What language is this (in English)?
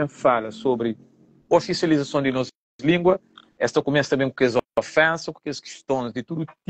Kabuverdianu